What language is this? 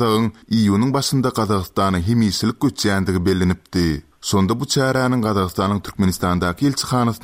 Turkmen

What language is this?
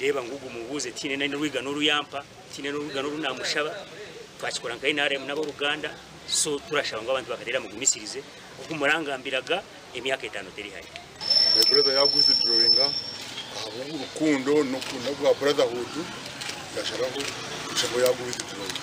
Nyankole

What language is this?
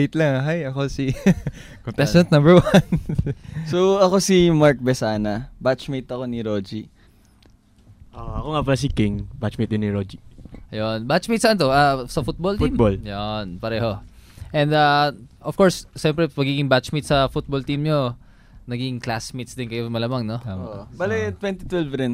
Filipino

